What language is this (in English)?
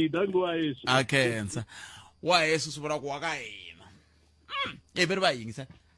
Tsonga